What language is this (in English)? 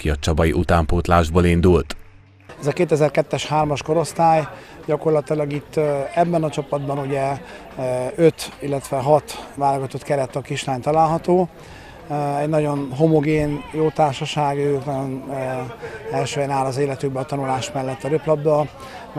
Hungarian